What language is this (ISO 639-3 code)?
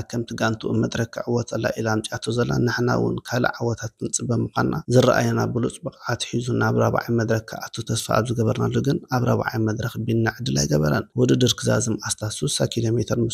tir